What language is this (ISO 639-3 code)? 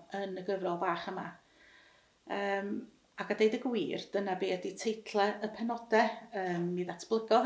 cym